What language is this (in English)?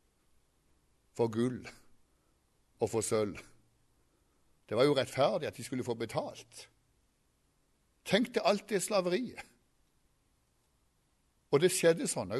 Norwegian